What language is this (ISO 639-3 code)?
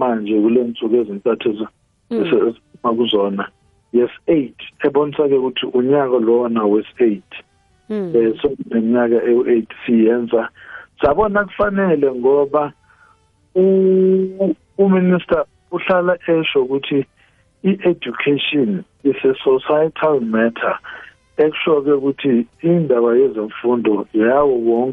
nbl